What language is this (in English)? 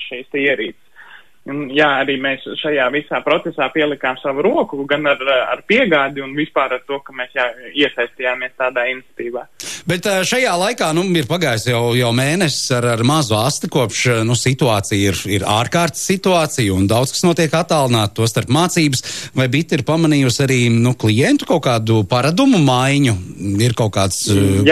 Latvian